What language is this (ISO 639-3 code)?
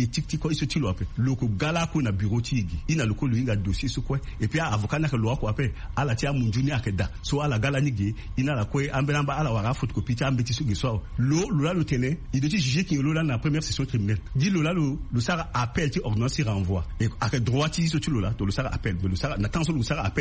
sag